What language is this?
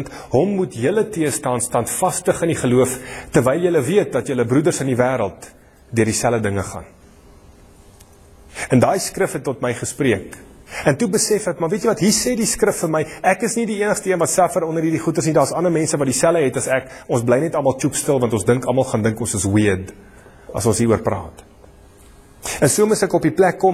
Afrikaans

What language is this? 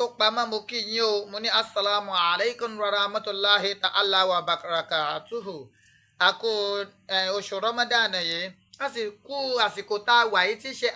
Yoruba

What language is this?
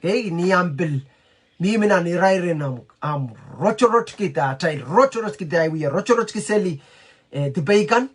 Pohnpeian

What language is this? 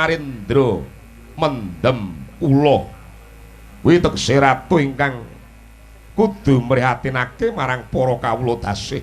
Javanese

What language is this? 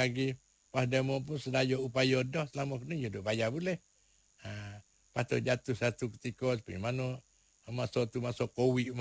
Malay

